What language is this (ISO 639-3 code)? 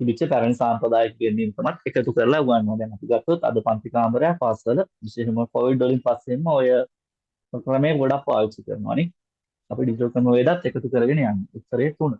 sin